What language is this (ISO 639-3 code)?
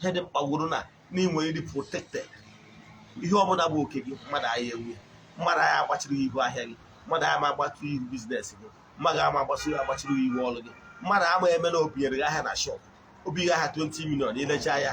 ibo